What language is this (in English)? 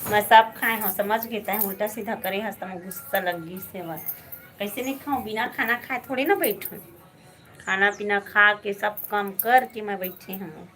Chhattisgarhi